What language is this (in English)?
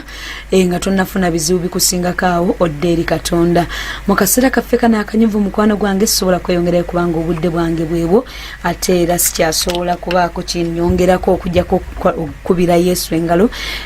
Ganda